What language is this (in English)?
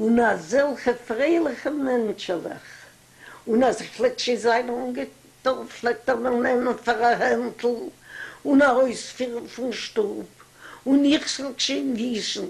Yiddish